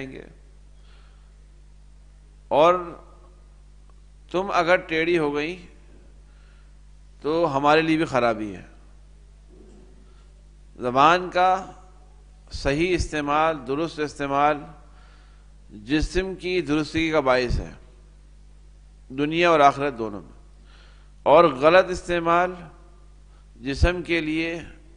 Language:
Urdu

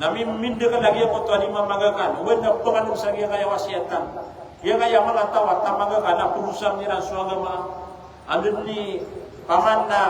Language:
Maranao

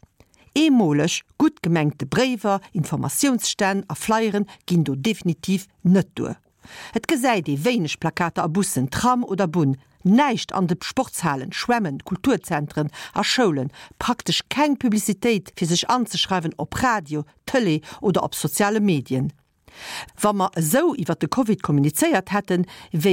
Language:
Luxembourgish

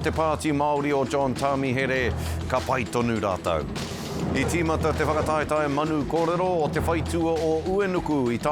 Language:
Māori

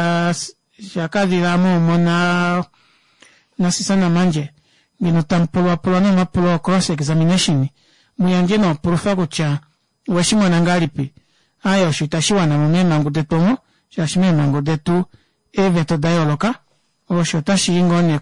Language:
Kuanyama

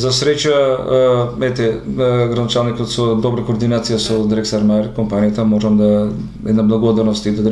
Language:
Macedonian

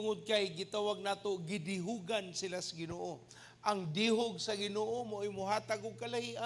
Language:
Cebuano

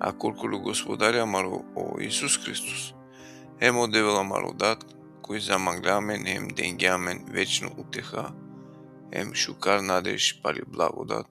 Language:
Balkan Romani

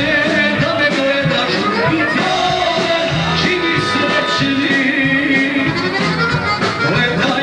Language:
Serbian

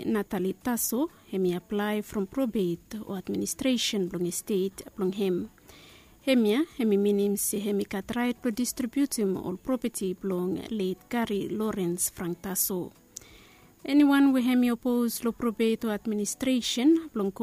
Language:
Bislama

